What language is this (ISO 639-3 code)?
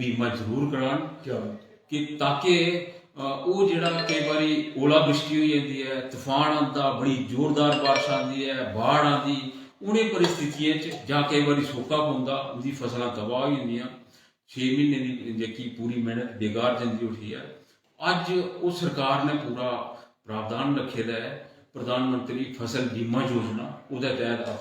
doi